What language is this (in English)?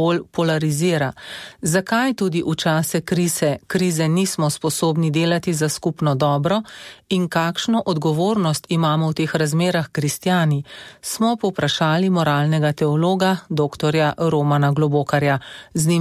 Slovenian